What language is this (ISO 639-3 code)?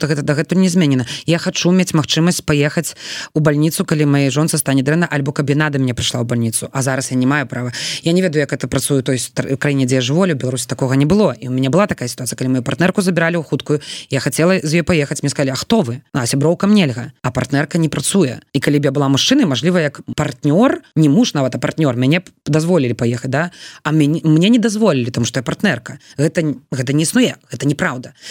bel